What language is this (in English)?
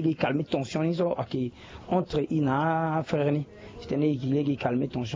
Sango